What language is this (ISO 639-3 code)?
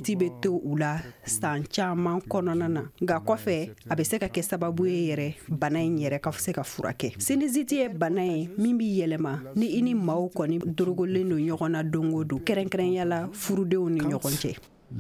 bam